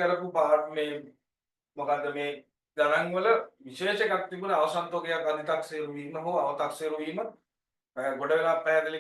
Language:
Sinhala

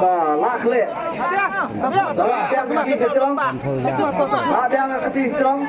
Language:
Khasi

